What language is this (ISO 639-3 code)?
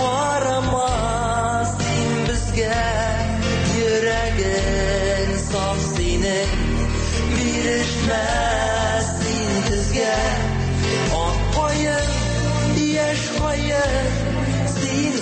tat